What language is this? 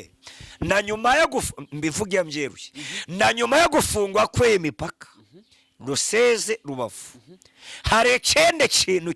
Kinyarwanda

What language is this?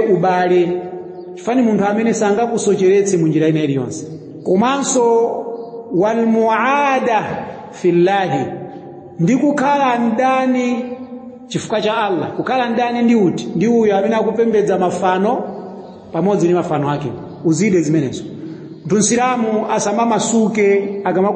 Nyanja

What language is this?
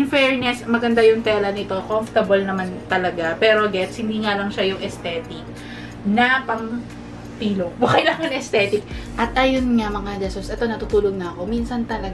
Filipino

